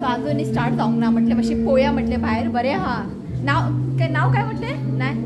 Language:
Konkani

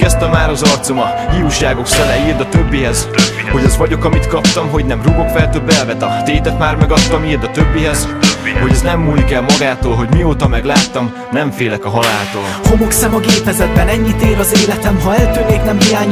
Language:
Hungarian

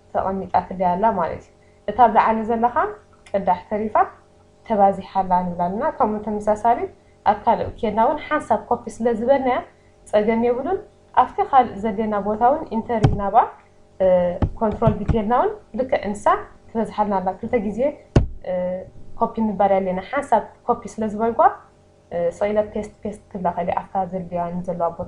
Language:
Tigrinya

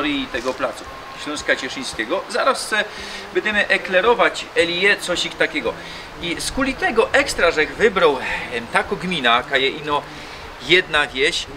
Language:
Silesian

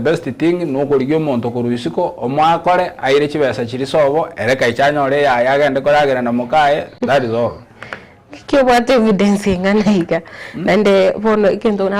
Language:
Gusii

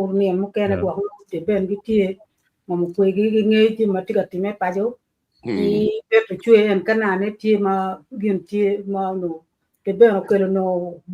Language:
Acoli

